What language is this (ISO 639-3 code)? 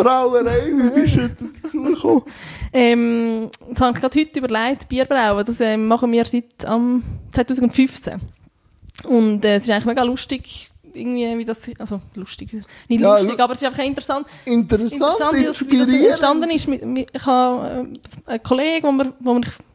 deu